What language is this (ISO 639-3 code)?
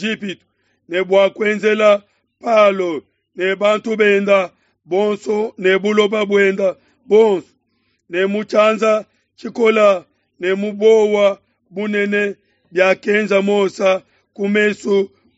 lua